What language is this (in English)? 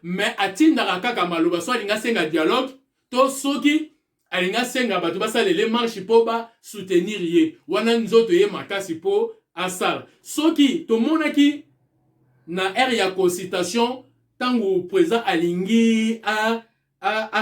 Lingala